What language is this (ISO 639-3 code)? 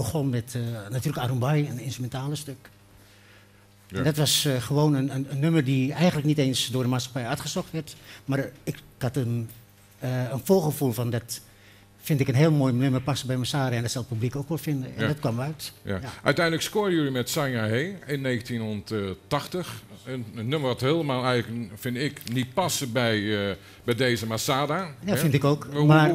nld